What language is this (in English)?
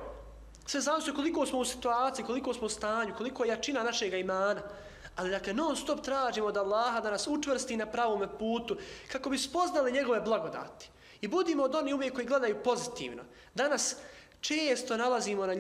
Bosnian